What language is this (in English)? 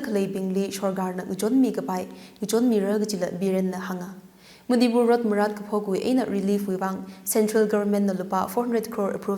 Tangkhul Naga (India)